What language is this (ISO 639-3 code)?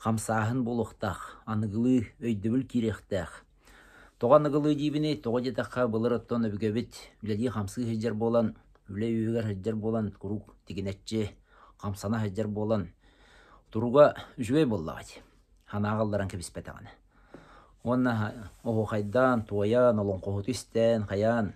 sah